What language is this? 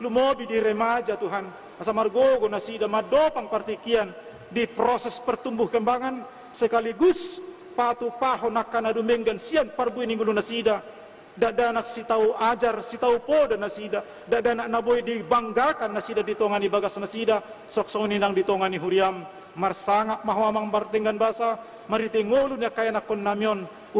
Batak Toba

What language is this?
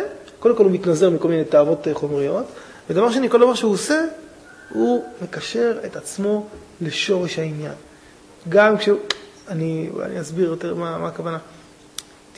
Hebrew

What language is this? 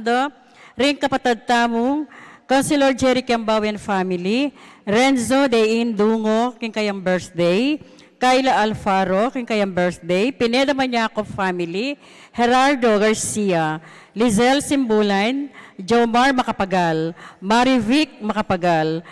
Pampanga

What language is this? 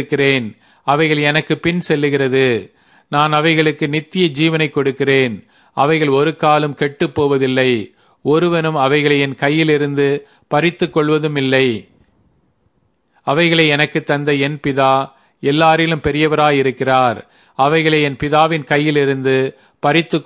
Tamil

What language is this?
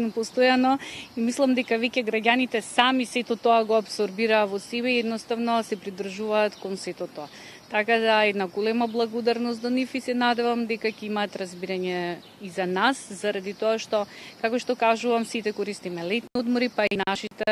Macedonian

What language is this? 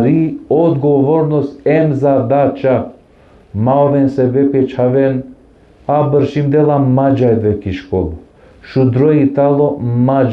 Balkan Romani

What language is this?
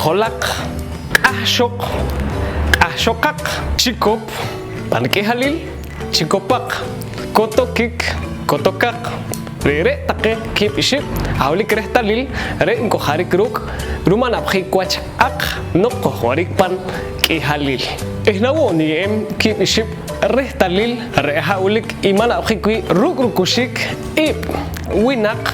Poqomchi'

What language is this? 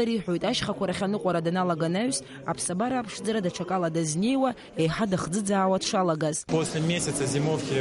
Abkhazian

